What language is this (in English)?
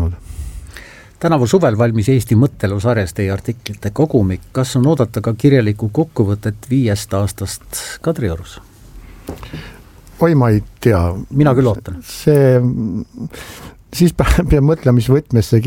Estonian